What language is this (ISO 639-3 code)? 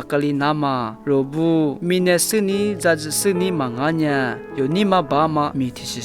lis